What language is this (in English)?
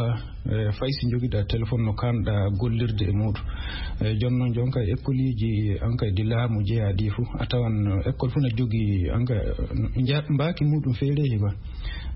Fula